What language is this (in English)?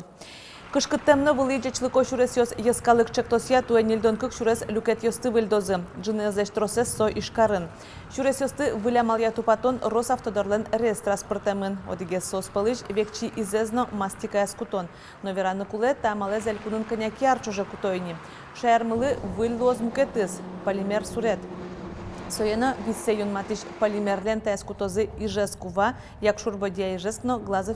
Udmurt